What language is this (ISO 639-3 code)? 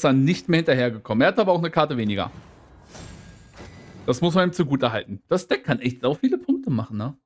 deu